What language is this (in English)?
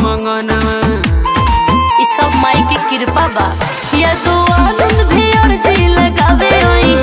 Bhojpuri